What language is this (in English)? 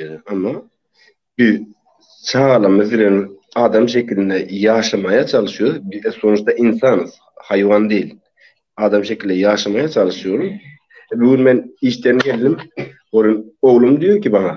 Turkmen